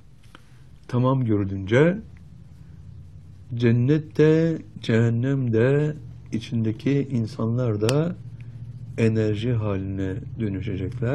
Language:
Turkish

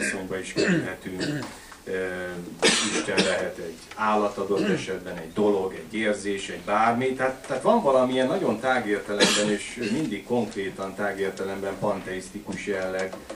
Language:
Hungarian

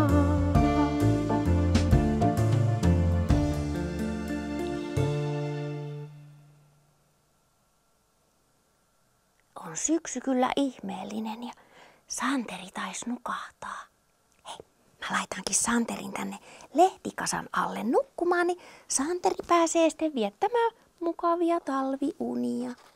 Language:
Finnish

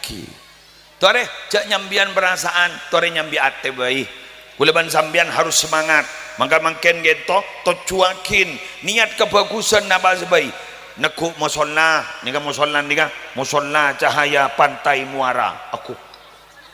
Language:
Madurese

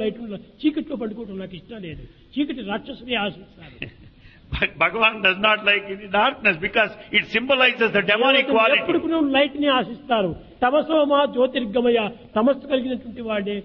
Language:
Telugu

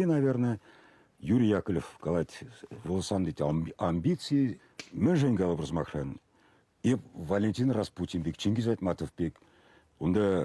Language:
Chuvash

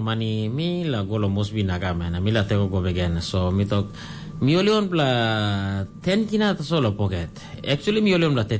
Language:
Tok Pisin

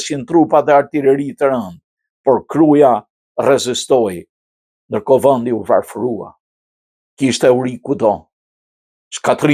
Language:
Albanian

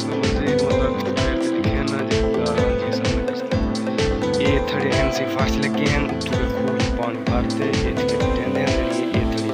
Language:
Saraiki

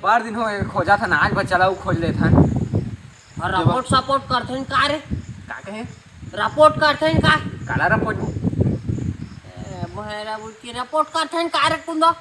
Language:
Chhattisgarhi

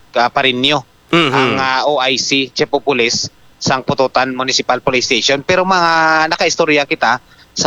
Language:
Hiligaynon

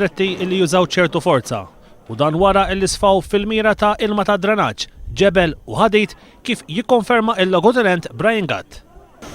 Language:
Maltese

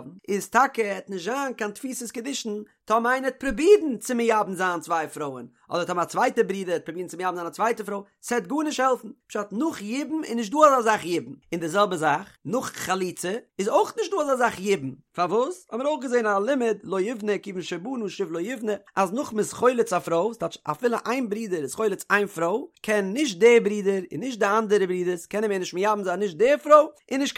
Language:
Yiddish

